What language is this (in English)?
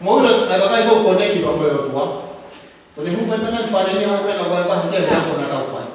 Tongan